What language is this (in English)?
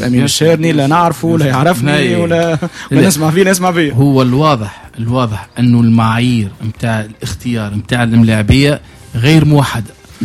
Tunisian Arabic